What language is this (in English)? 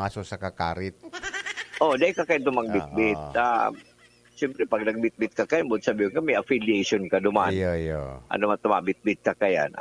Bikol